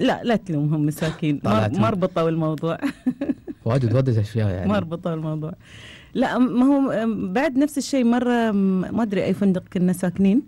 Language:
Gulf Arabic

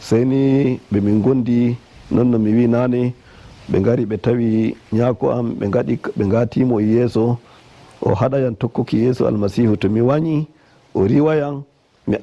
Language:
Nigerian Fulfulde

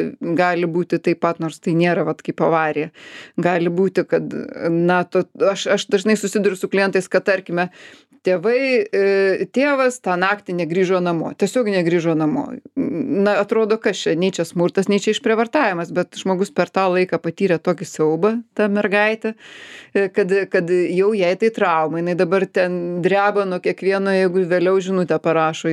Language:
Lithuanian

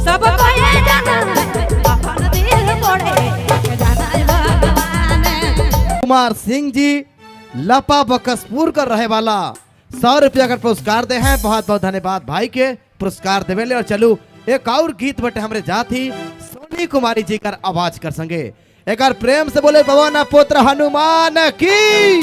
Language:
Sadri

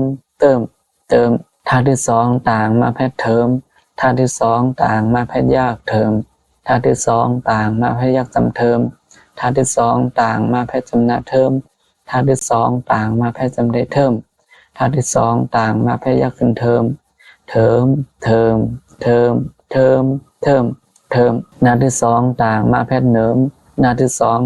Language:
Shan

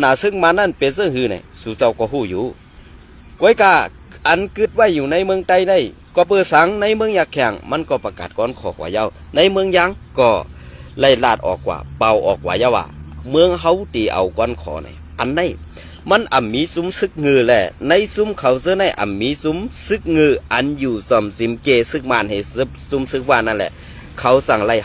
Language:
Shan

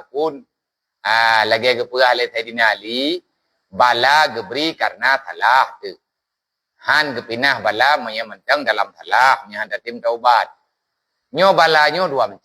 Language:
Achinese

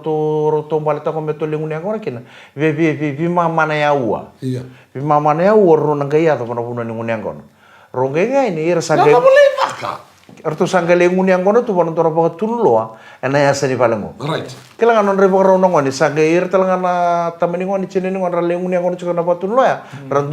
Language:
Fijian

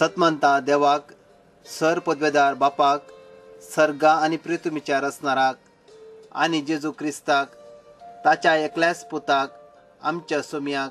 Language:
Konkani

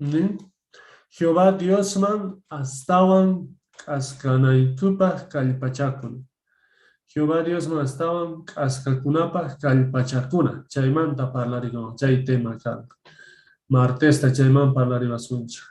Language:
Quechua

